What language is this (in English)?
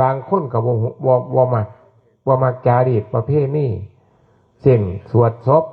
Northeastern Thai